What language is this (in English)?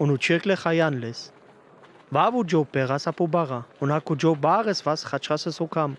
Sinte Romani